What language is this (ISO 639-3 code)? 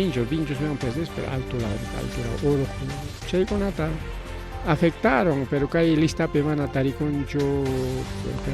quy